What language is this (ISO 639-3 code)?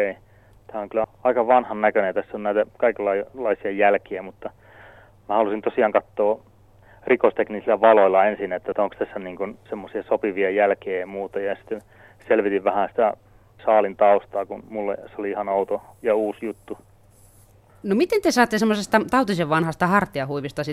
fin